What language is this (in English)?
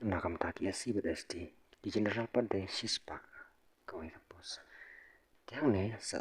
Khasi